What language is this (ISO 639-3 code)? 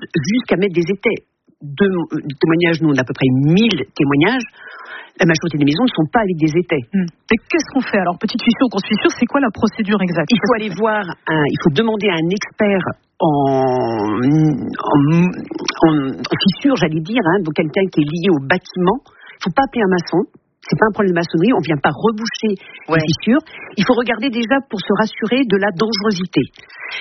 fra